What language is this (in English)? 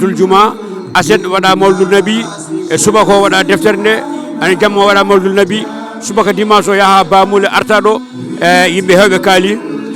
Fula